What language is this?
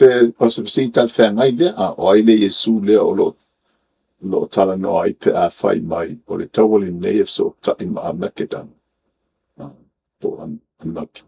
Samoan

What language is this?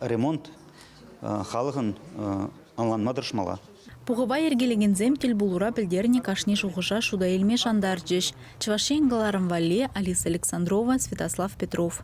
Chuvash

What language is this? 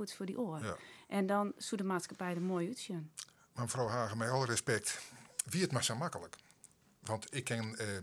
Western Frisian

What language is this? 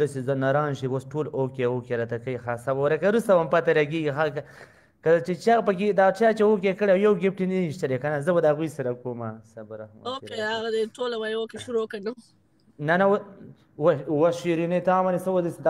Pashto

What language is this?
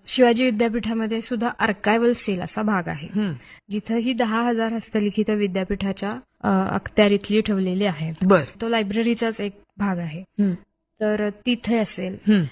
Marathi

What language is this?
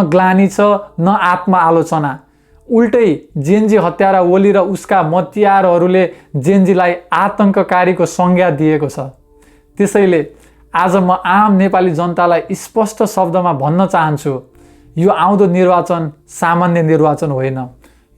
Nepali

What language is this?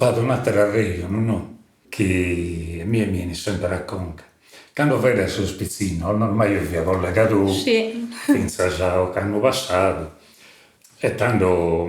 Sardinian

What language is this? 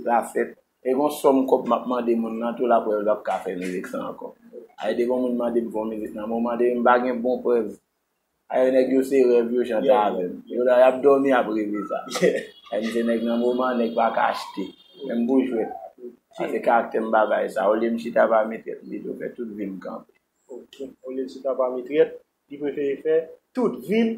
Haitian Creole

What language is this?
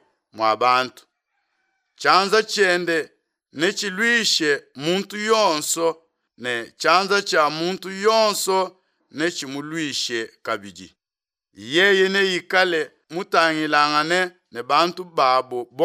Luba-Lulua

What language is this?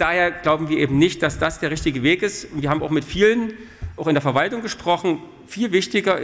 German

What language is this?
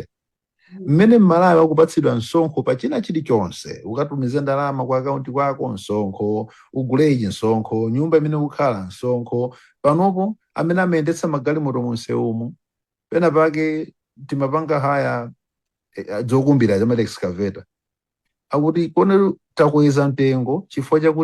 Nyanja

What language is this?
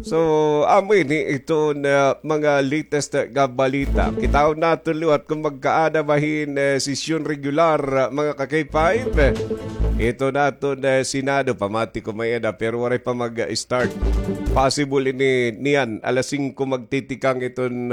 Waray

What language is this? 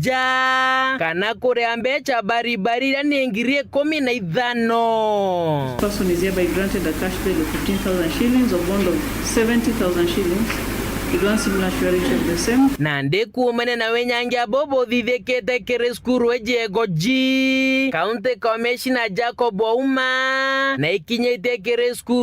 Meru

